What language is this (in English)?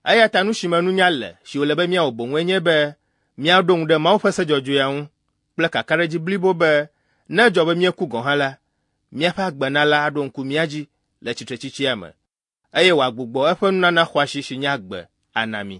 Ewe